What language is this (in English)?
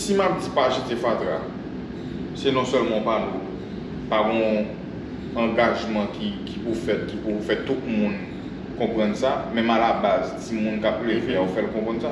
Haitian Creole